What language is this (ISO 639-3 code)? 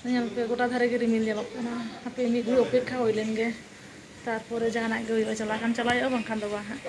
sat